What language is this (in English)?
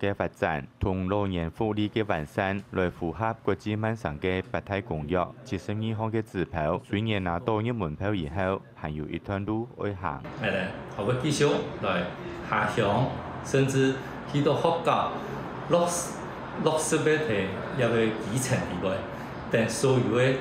Hakka Chinese